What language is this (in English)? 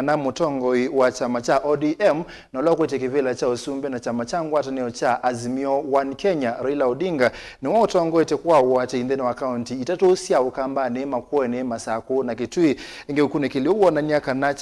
Kamba